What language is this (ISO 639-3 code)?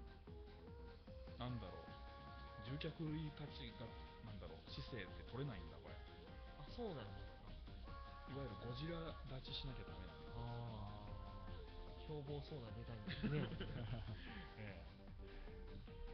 jpn